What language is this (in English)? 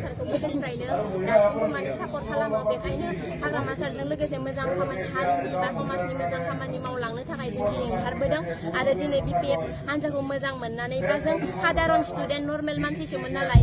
Bodo